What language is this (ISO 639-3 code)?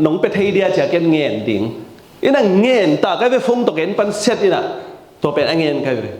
ctd